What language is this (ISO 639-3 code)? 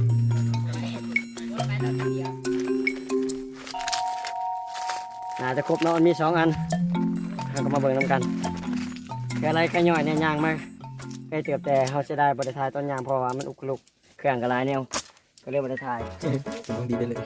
lao